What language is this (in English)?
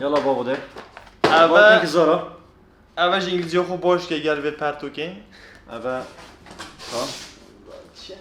Kurdish